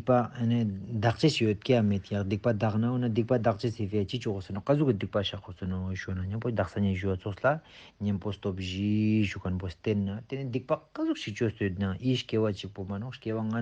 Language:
Ladakhi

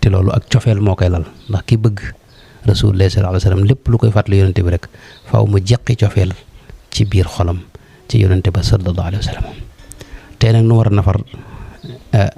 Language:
Wolof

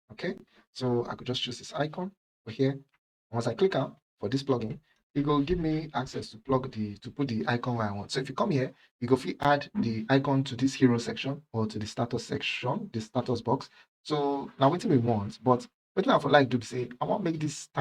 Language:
Nigerian Pidgin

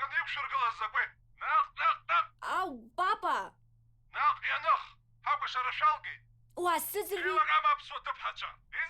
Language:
Abkhazian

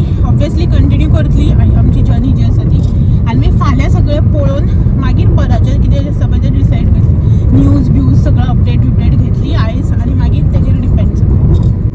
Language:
Konkani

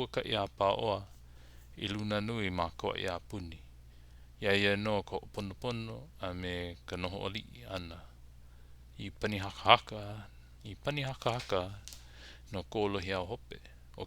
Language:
Hawaiian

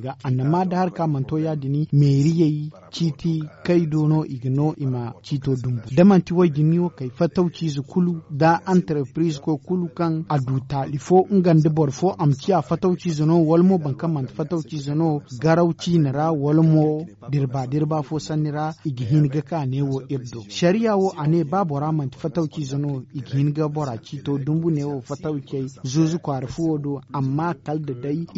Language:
Zarma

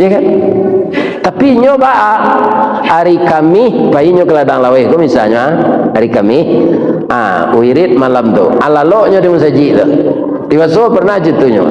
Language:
Minangkabau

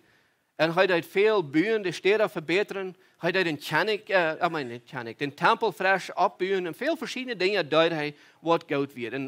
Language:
Plautdietsch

